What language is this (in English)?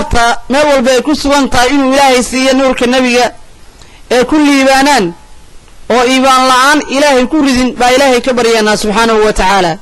Somali